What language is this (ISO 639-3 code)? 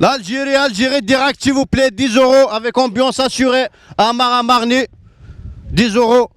kab